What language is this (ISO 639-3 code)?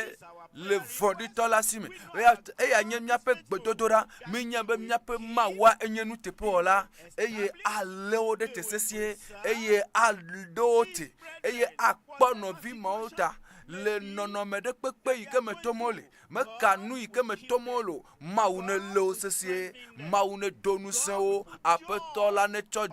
ewe